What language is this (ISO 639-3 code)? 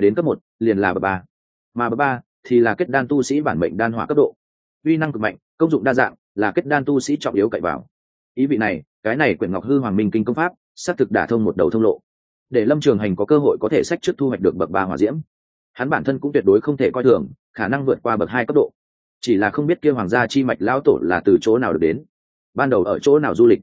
vie